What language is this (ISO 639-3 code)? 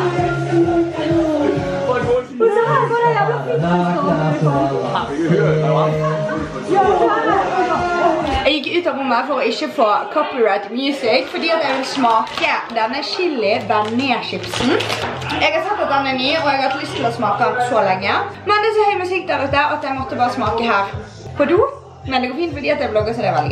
nor